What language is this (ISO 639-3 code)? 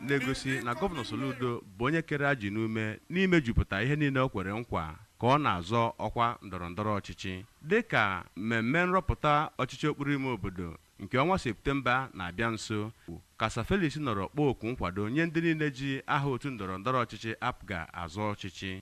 ibo